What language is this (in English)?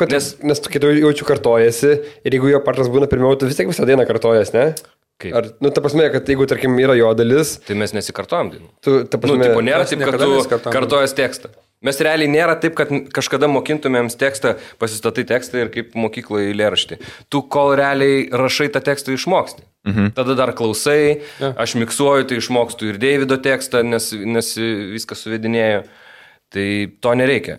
Lithuanian